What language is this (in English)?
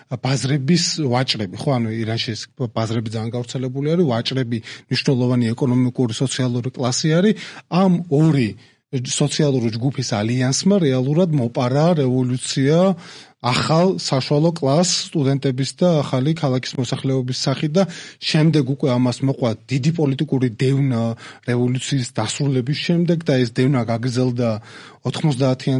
Georgian